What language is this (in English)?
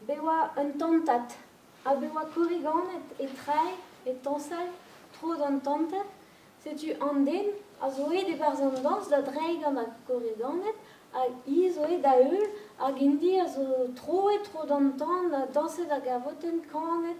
Breton